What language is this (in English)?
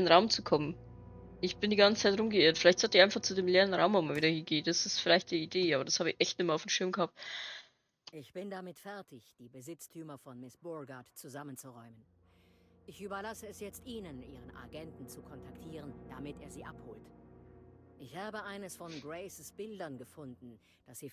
Bavarian